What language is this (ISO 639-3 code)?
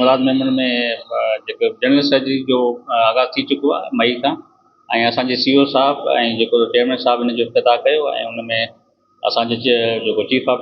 snd